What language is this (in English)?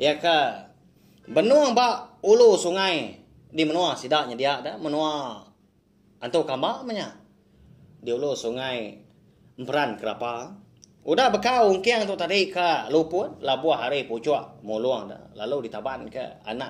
Iban